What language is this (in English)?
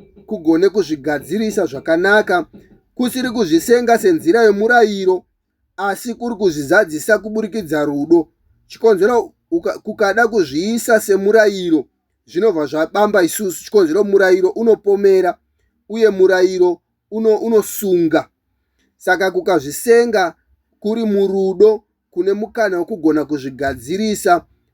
Shona